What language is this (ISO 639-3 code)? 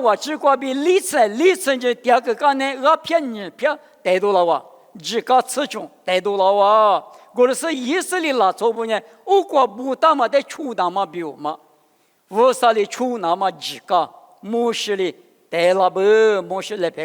lis